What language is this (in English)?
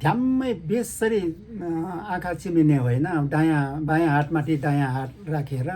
Nepali